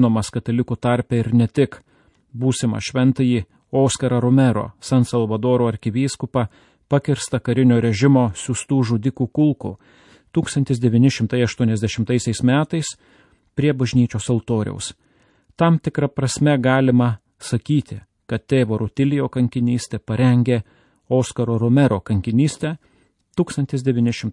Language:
Lithuanian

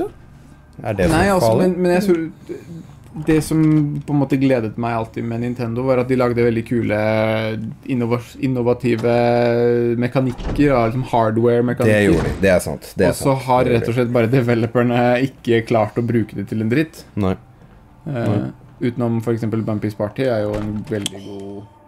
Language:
Norwegian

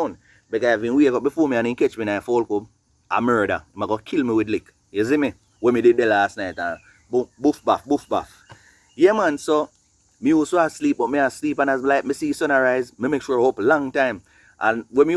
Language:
Jamaican Creole English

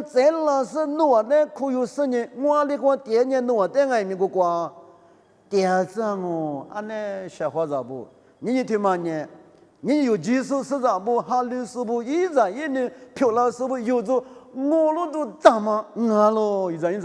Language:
Lisu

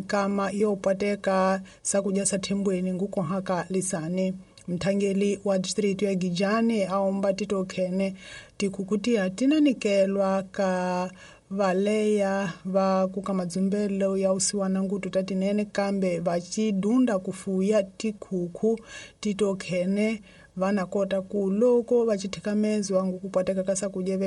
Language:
Tsonga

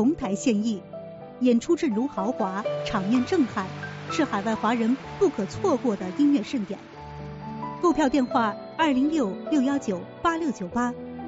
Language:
Chinese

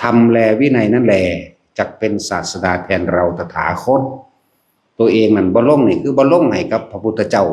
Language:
Lao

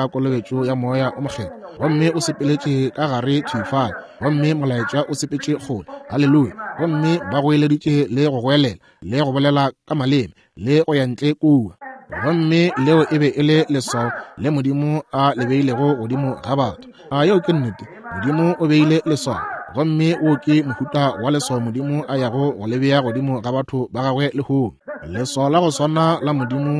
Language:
Northern Sotho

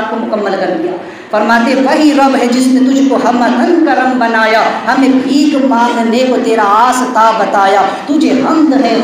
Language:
Urdu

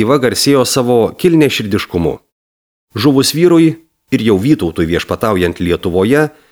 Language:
Lithuanian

